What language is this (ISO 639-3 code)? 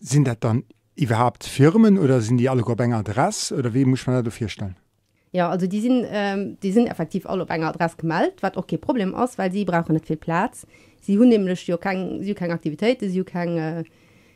ltz